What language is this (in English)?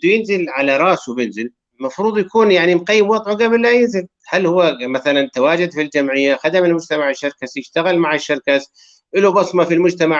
North Levantine Arabic